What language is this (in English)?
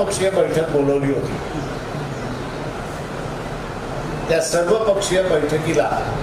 Marathi